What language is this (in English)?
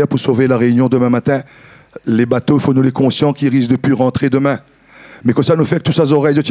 Réunion Creole French